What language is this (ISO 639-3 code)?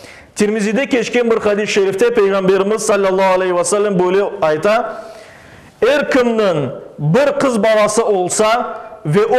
crh